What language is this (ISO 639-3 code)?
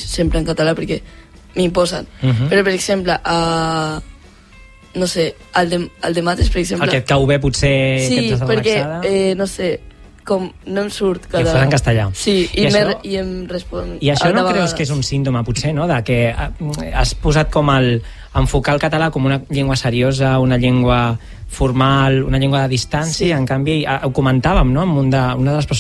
cat